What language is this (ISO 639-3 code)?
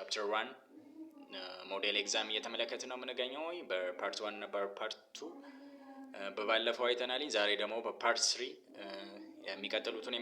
amh